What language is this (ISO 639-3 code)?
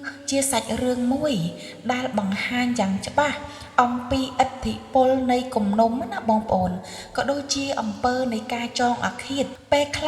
khm